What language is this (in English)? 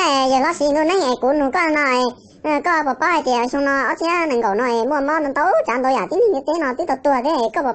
Hmong